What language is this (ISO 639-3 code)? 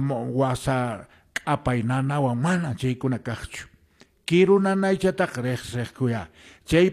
que